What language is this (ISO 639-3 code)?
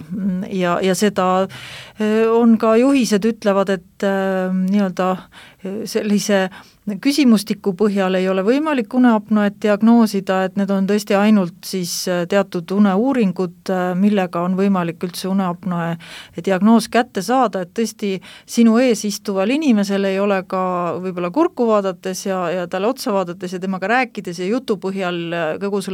est